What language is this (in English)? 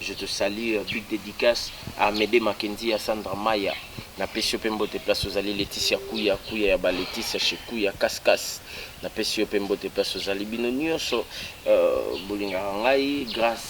Lingala